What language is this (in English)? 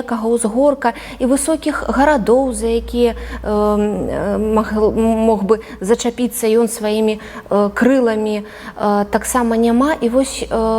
Belarusian